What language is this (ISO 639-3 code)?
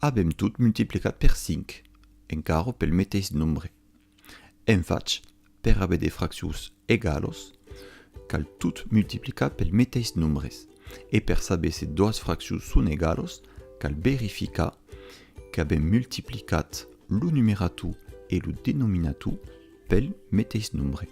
oci